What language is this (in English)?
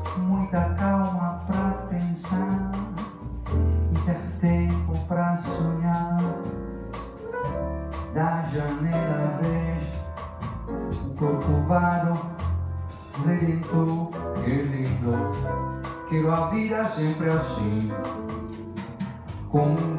Portuguese